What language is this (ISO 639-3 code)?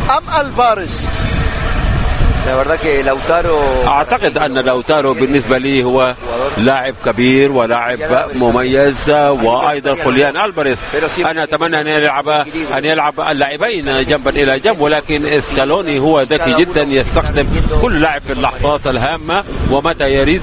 ara